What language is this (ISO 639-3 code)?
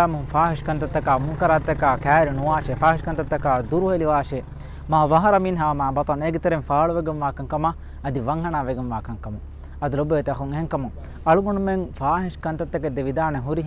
div